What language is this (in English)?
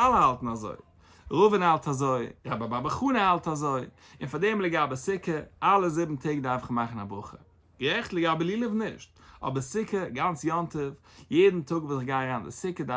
Yiddish